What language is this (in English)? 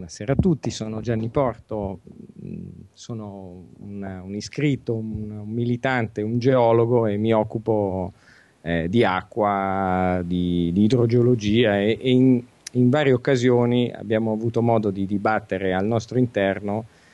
Italian